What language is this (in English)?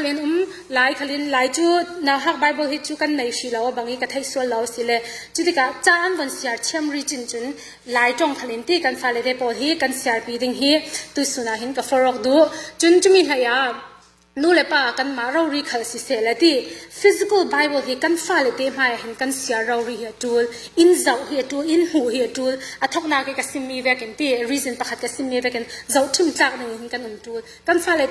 Falam Chin